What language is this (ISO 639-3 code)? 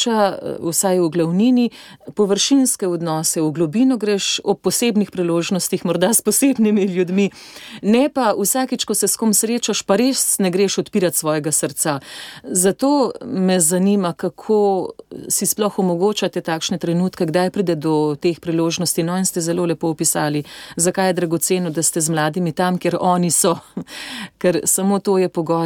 slv